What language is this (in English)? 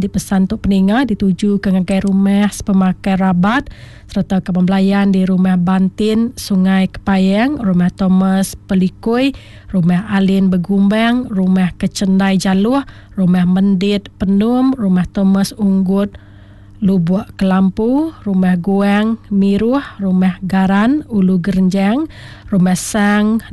Iban